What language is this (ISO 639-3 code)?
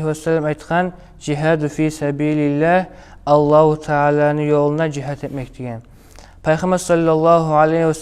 kum